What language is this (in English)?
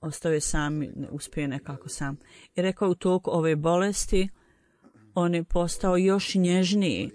Bosnian